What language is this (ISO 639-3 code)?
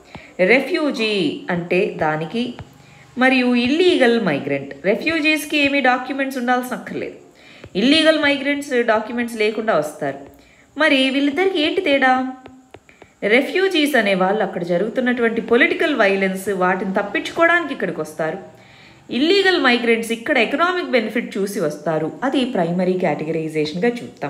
tel